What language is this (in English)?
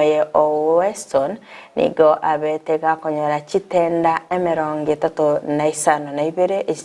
Gusii